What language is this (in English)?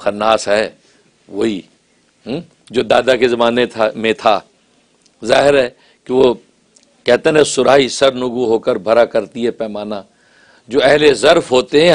Urdu